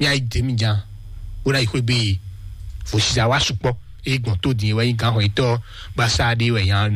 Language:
Fon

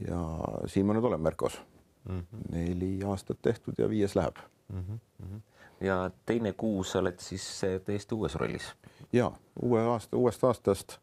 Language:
Estonian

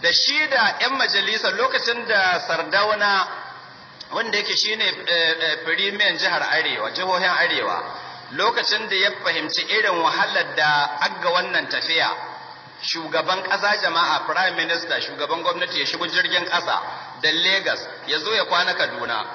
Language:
Hausa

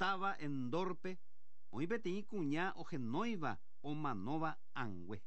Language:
Guarani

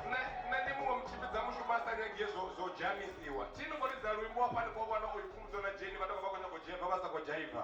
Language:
Venda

